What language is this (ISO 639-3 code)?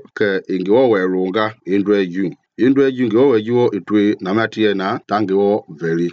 men